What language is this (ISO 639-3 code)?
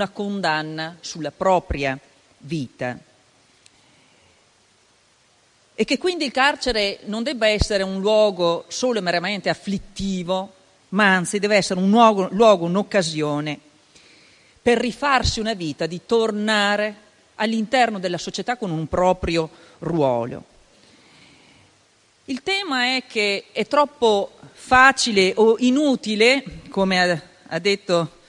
ita